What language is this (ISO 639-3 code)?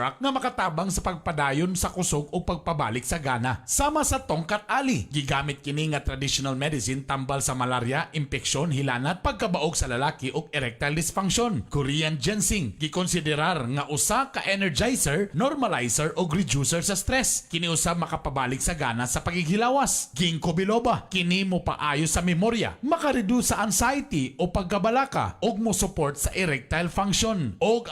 ceb